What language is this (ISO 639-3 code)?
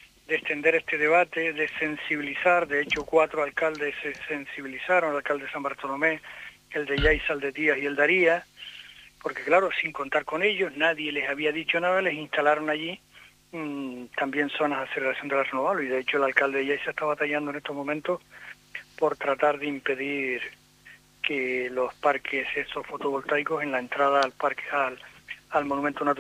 spa